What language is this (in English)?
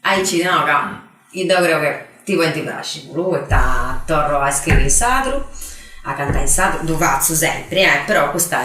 Sardinian